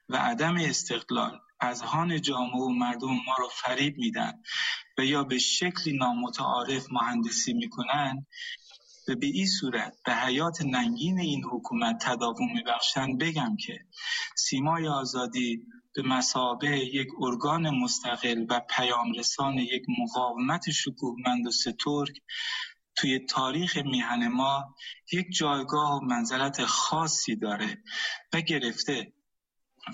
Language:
Persian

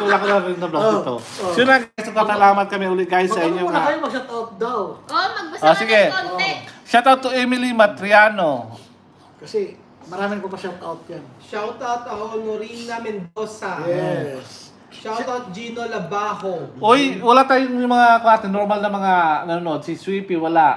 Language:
Filipino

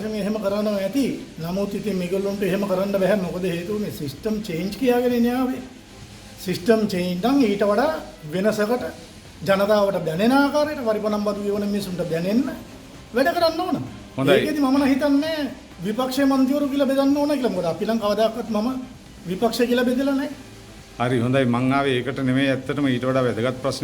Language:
Sinhala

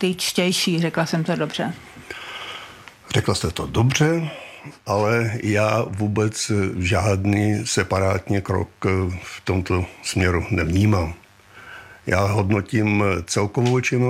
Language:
Czech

